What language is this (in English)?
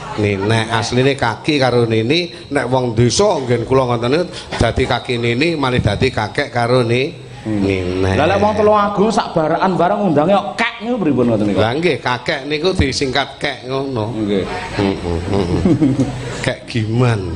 Javanese